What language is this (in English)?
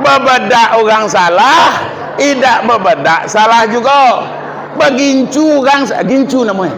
Minangkabau